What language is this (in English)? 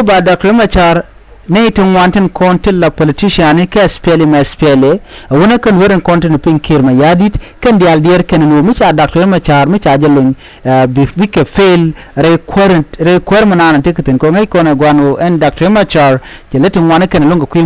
Nuer